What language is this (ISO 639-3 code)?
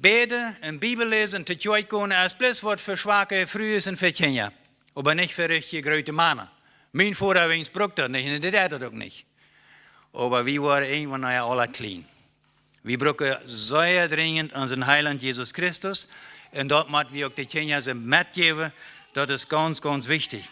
pdt